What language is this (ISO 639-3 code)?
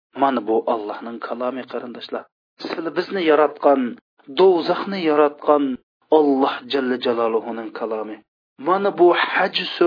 uig